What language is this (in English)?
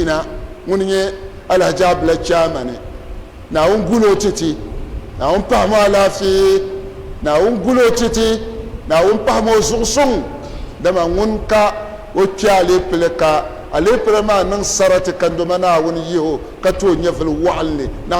Dagbani